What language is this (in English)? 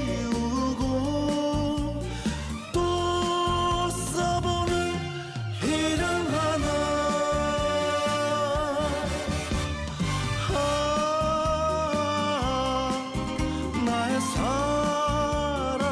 Korean